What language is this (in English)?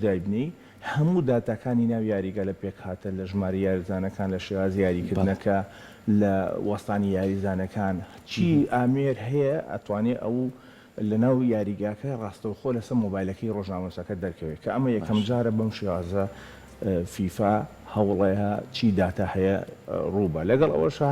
Central Kurdish